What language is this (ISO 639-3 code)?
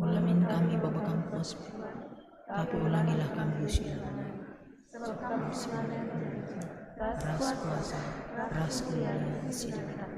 btx